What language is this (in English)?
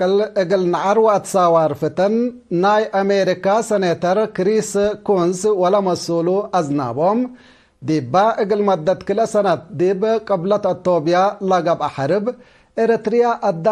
Tigre